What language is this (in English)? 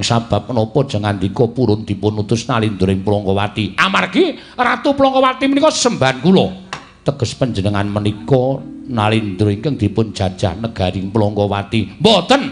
Javanese